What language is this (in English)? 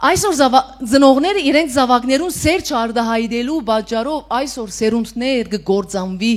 Western Armenian